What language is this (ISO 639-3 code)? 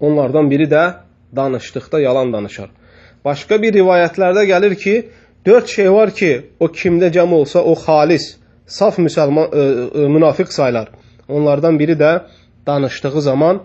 aze